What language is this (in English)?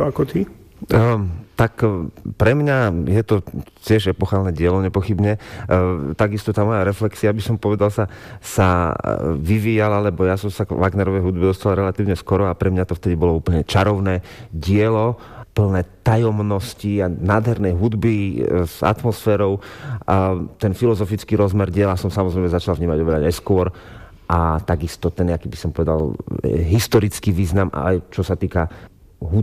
Slovak